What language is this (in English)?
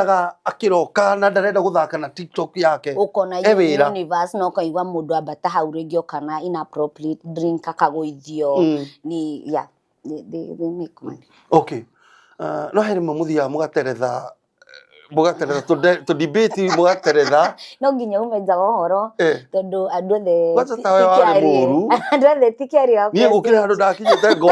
Kikuyu